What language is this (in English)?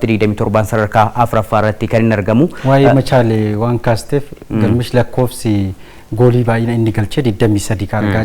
Oromo